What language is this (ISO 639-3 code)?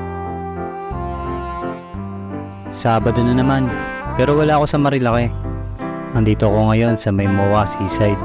fil